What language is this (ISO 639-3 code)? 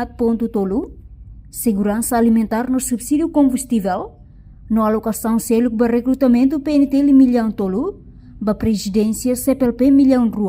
tet